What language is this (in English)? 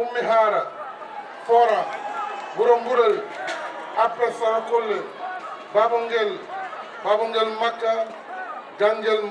Fula